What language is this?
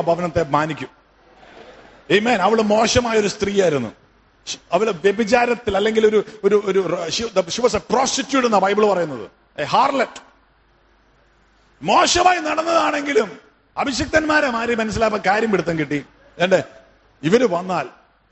Malayalam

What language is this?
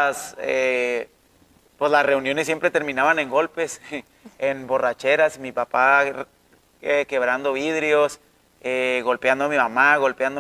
Spanish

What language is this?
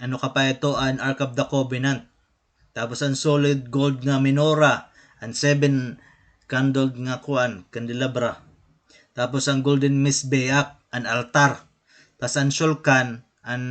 Waray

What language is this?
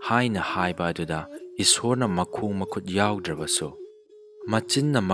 Manipuri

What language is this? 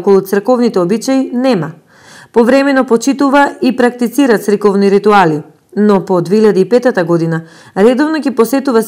Macedonian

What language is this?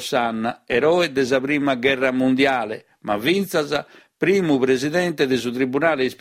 Sardinian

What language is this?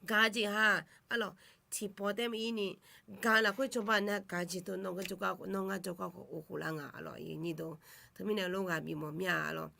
Akha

